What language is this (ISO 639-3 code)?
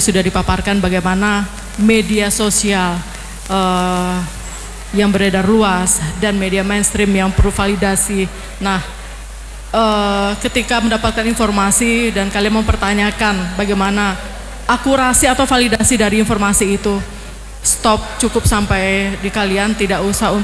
ind